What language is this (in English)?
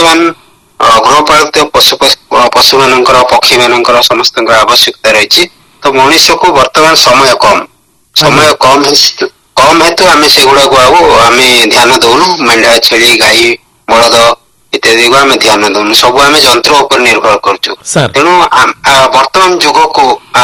Odia